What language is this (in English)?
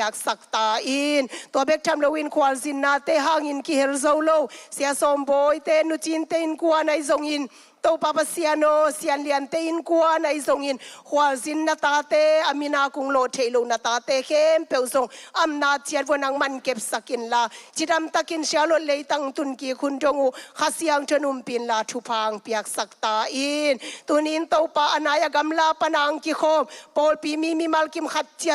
Tedim Chin